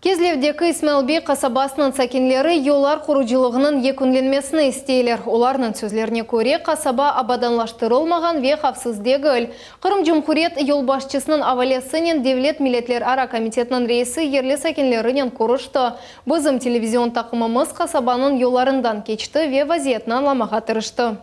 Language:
Crimean Tatar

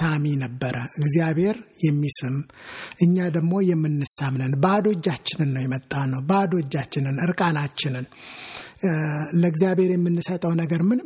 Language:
Amharic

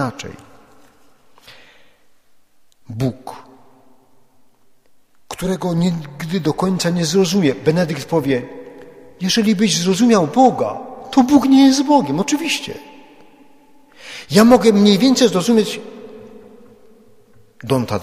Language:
Polish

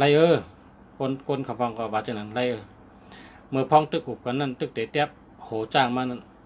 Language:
Shan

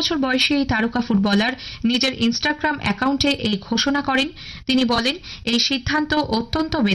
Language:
Bangla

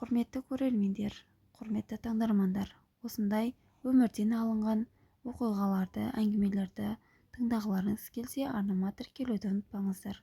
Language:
Kazakh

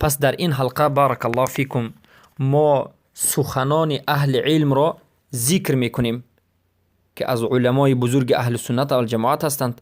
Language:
Persian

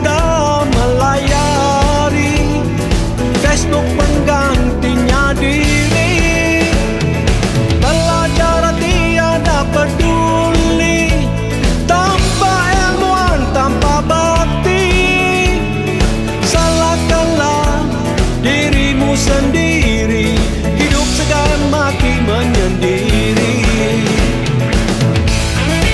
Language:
Malay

